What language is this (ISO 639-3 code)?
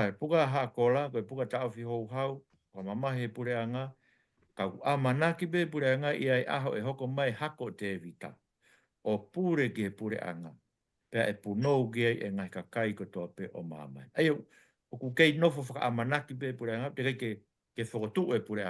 ton